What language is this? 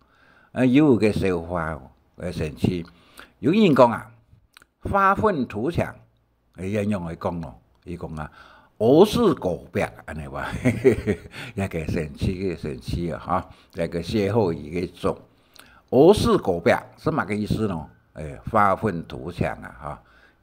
Hakka Chinese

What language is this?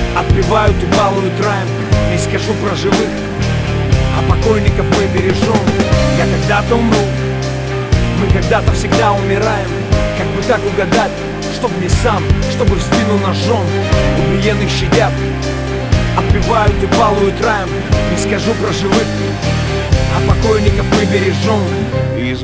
Russian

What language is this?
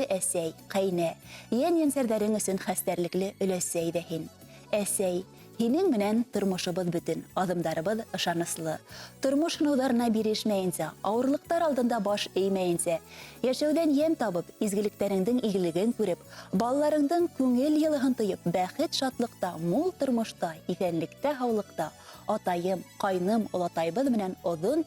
Bashkir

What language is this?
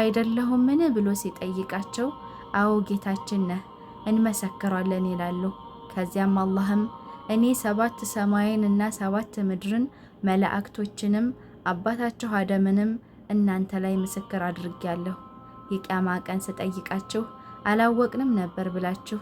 Amharic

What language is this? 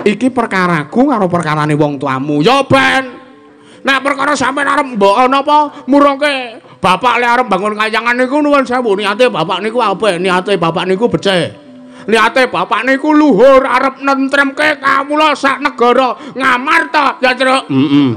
Javanese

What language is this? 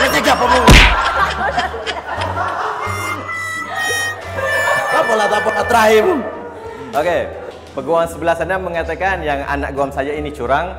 Malay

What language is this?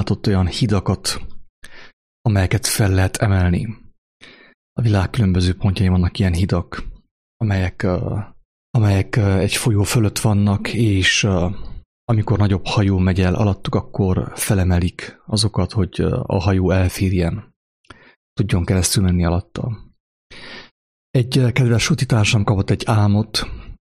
Hungarian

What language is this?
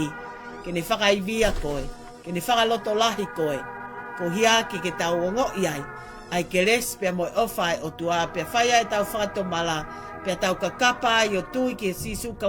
Tongan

